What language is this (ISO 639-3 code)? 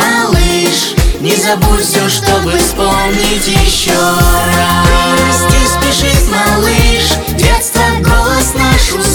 rus